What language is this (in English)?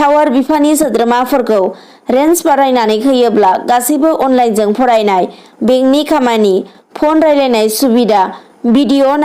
Bodo